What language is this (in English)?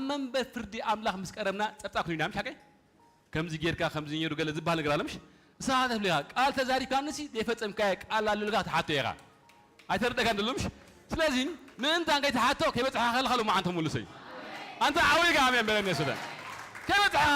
Tigrinya